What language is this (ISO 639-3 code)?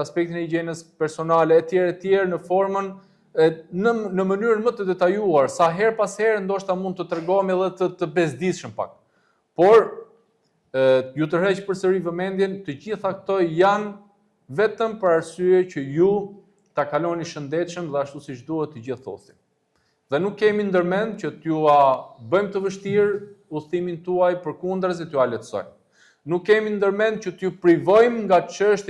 sqi